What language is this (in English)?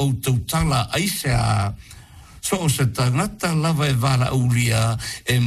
Samoan